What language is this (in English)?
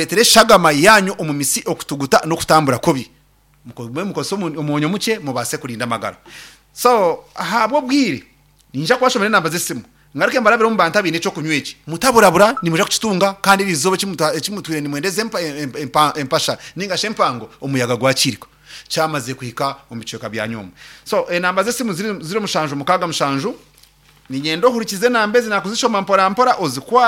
Nyankole